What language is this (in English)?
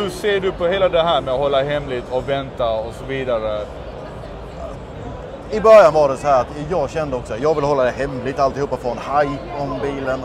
Swedish